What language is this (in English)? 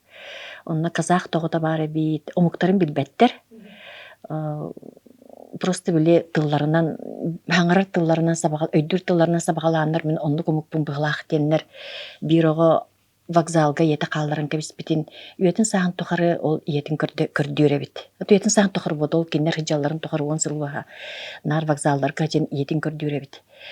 Yakut